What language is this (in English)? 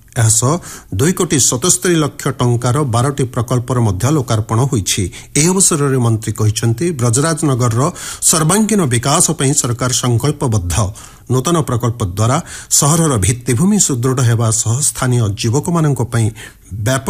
Odia